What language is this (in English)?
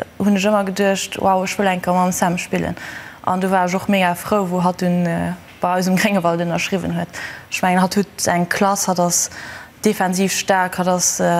Luxembourgish